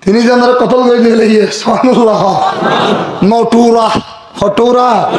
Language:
Rohingya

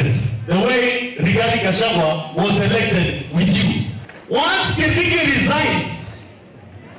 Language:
Kamba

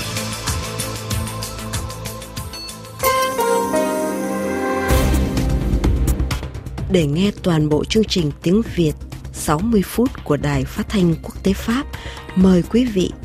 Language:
Vietnamese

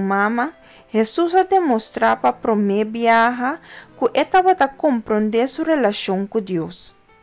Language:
Papiamento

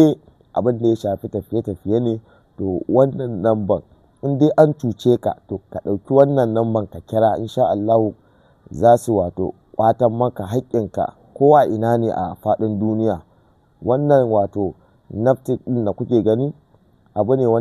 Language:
Hausa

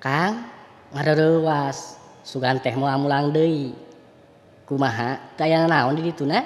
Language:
Sundanese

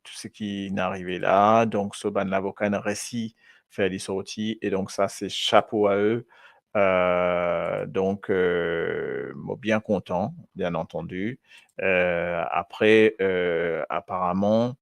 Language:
Morisyen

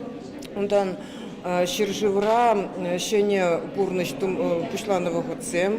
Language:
Chuvash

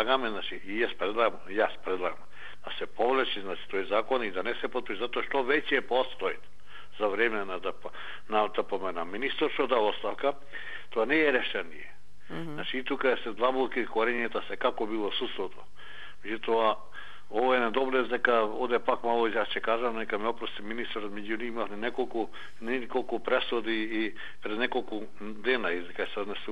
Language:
Macedonian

